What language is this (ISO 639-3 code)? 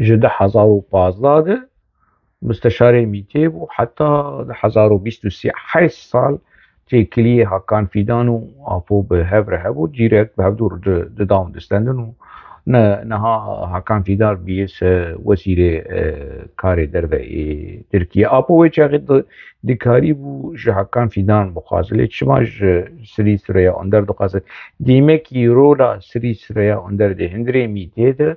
kur